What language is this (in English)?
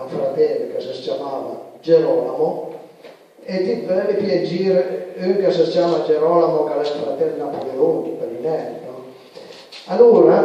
Piedmontese